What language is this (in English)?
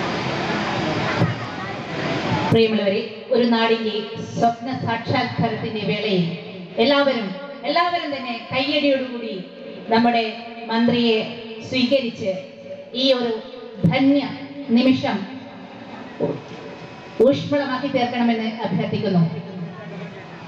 Malayalam